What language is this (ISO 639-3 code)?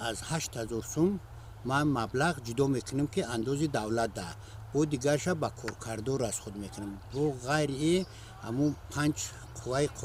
tgk